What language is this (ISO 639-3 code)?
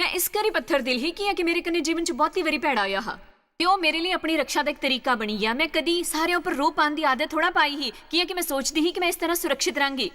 doi